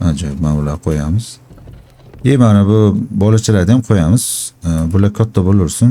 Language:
Uzbek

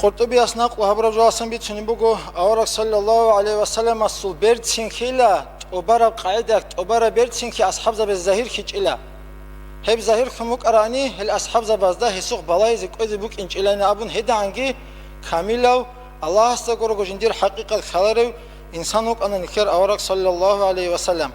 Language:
Avaric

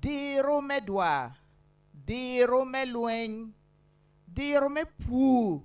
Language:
Acoli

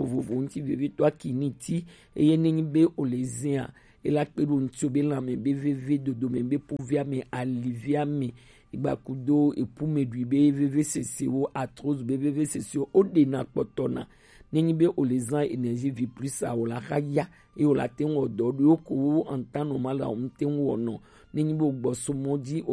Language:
Gen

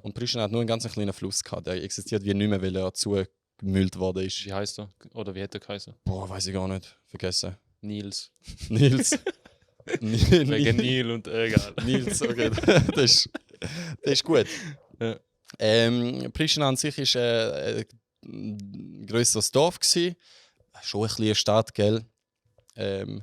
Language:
Swiss German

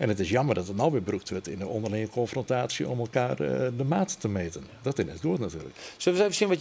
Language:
Western Frisian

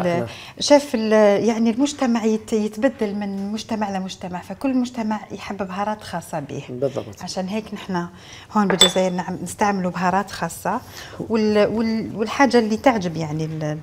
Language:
Algerian Arabic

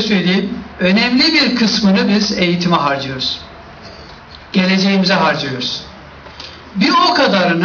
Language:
Turkish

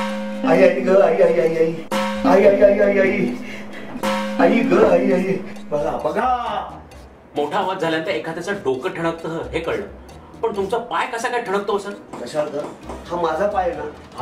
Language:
Marathi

